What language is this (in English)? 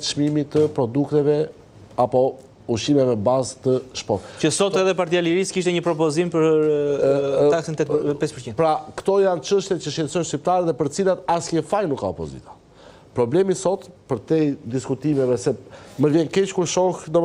Albanian